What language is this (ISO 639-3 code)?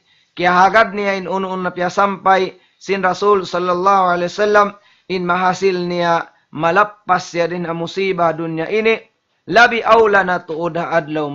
tsg